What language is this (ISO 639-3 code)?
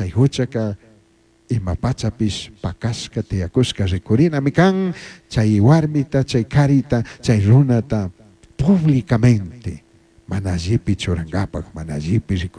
qug